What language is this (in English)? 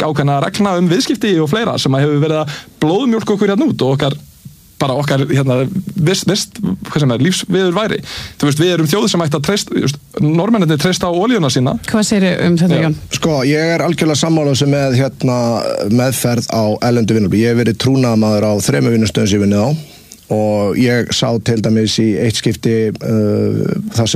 Icelandic